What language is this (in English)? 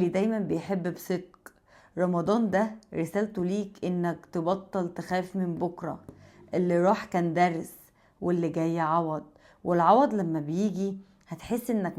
Egyptian Arabic